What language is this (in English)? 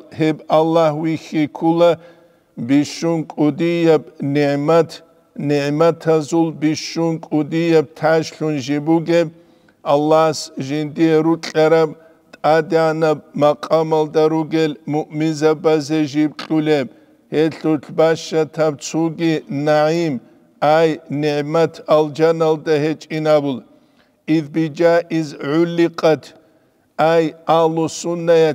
Avaric